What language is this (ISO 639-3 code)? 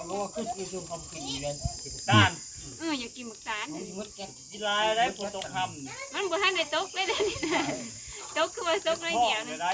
tts